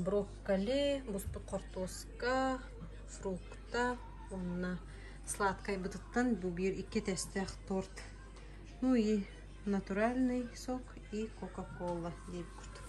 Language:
Yakut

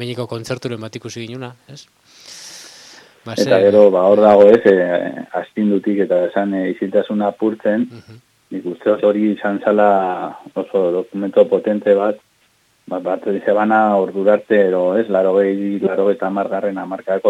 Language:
Basque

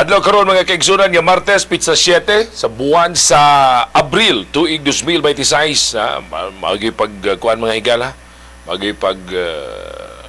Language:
Cebuano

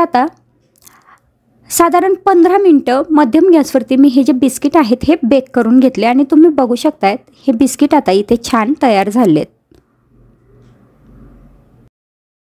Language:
Marathi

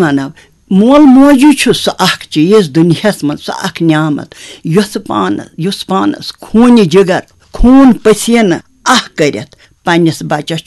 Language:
Kashmiri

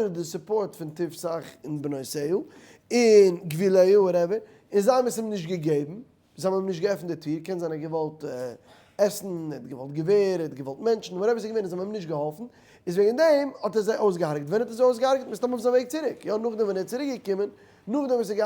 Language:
Yiddish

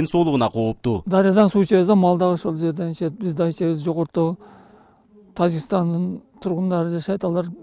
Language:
Kyrgyz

